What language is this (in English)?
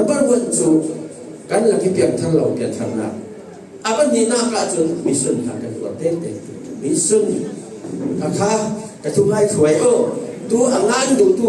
Falam Chin